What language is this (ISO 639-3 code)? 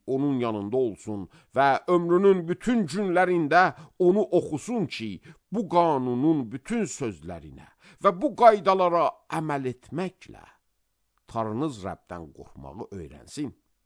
aze